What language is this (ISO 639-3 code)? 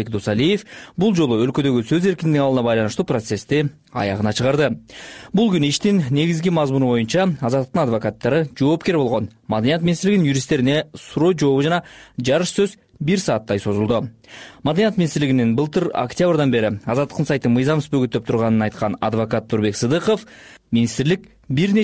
kir